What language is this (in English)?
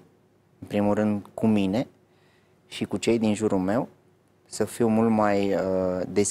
Romanian